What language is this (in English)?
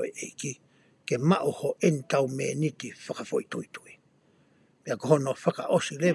Tongan